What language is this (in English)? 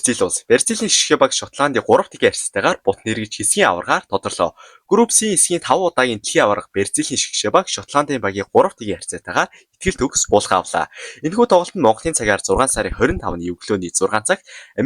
Mongolian